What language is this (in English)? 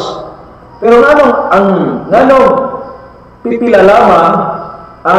Cebuano